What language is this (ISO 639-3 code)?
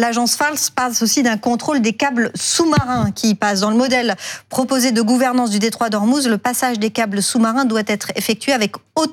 fra